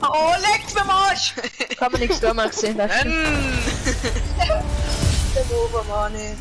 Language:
Bavarian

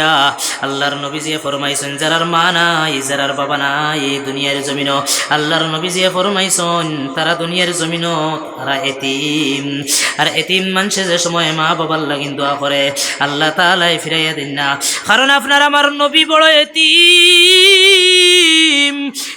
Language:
Sylheti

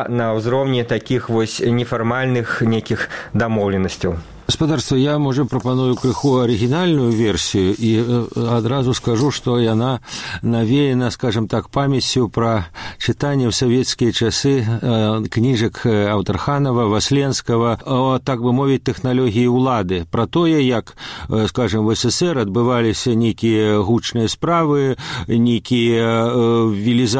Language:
Belarusian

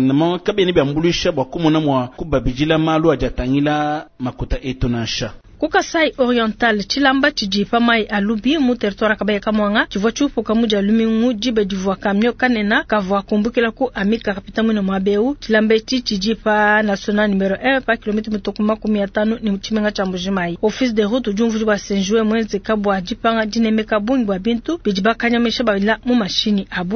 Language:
Luba-Lulua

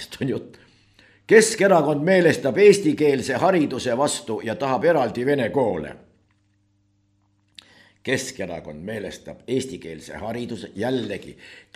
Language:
Estonian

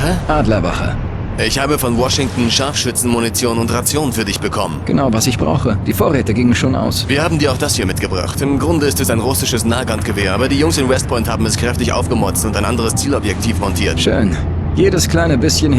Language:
Bavarian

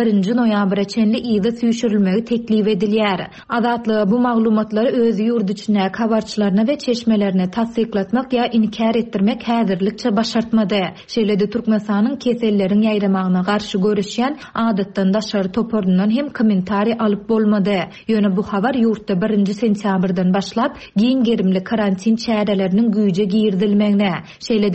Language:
Turkmen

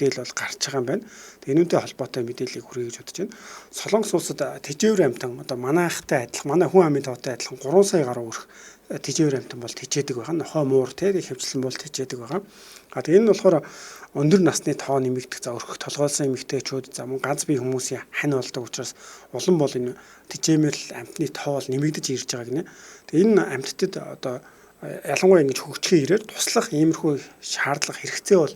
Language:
Mongolian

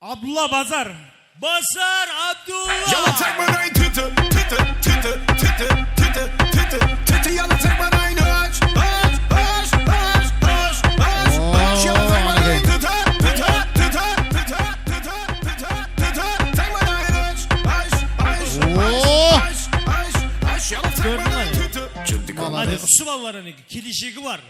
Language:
Kara-Kalpak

